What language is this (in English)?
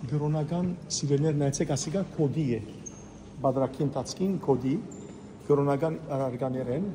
Western Armenian